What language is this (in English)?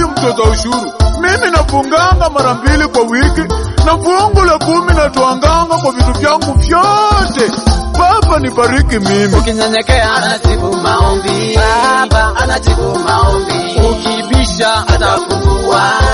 Swahili